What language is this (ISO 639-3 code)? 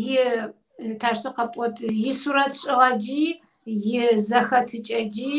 kbd